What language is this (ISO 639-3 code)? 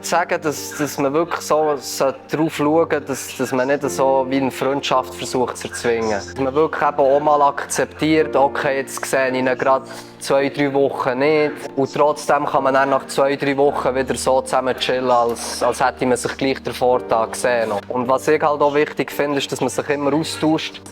gsw